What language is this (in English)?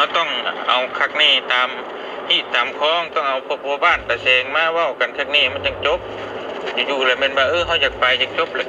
Lao